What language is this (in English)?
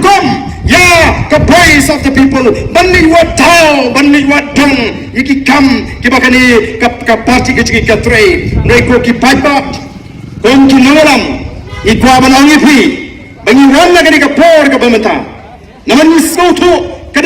Khasi